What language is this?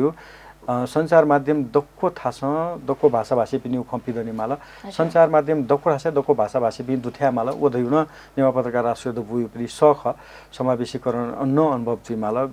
Newari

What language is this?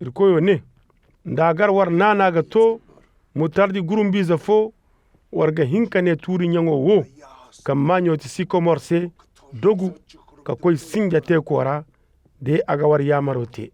Zarma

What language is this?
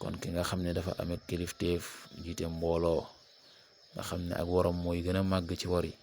Wolof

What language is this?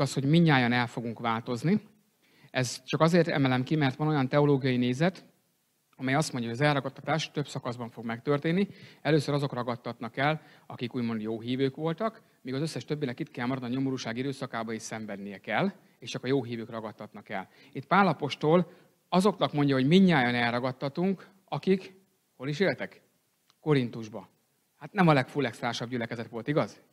Hungarian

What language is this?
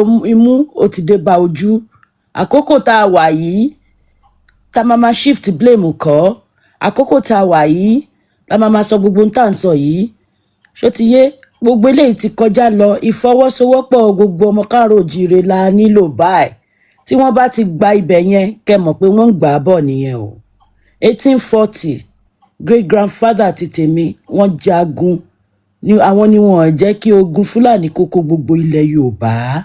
Yoruba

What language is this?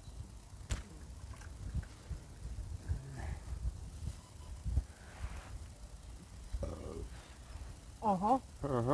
Croatian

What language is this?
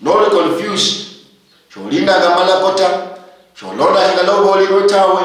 Luyia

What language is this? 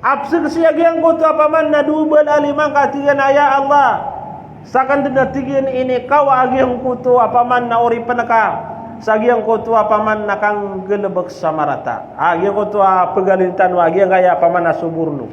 Maranao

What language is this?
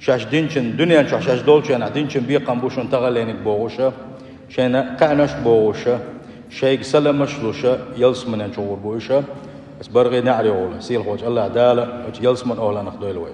Chechen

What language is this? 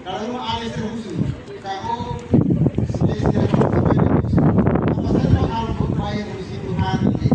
Tetum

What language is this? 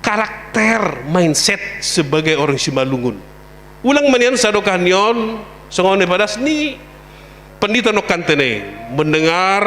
Batak Simalungun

